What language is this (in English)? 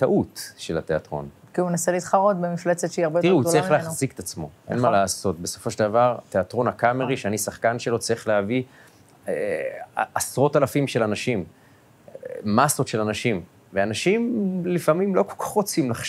Hebrew